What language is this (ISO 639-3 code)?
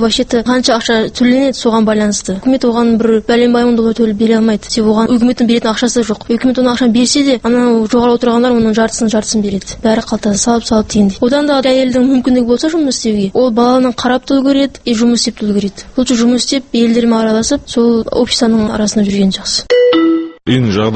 kaz